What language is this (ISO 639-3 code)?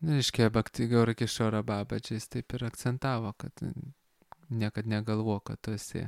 lit